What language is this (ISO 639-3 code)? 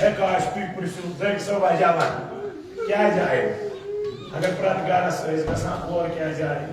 kas